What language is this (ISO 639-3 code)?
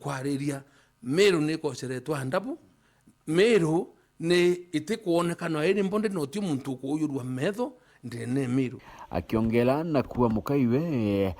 mer